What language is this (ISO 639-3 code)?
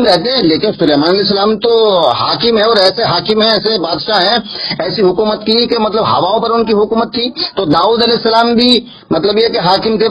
urd